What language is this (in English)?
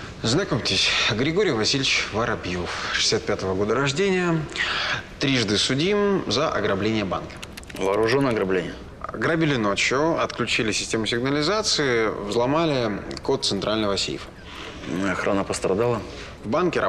Russian